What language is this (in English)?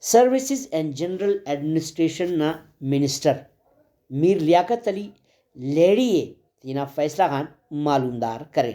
Brahui